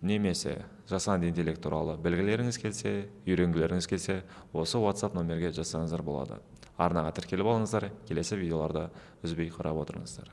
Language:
Kazakh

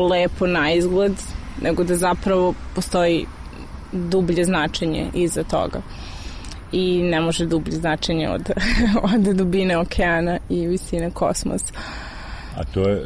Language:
Serbian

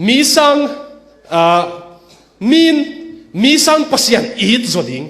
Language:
Tedim Chin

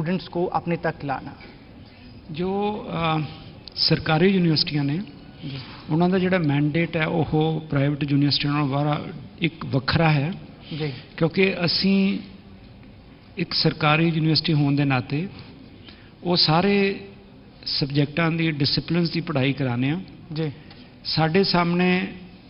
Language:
Punjabi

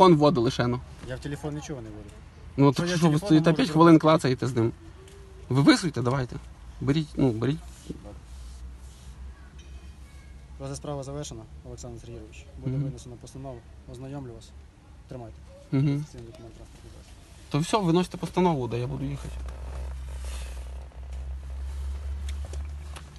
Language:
Ukrainian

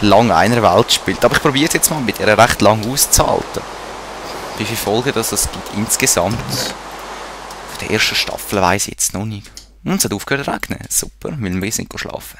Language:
Swiss German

